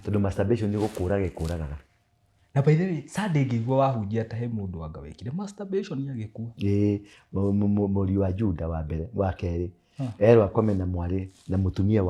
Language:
Kikuyu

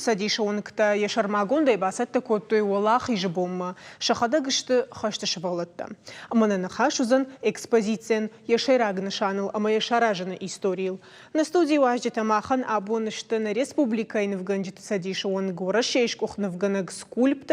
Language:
Ossetic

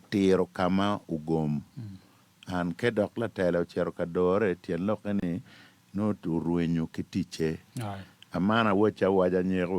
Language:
Acoli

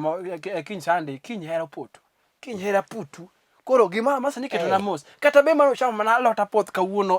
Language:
Luo (Kenya and Tanzania)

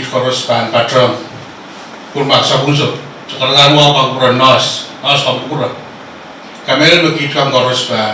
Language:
Pohnpeian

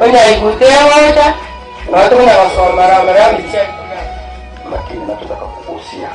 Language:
Gusii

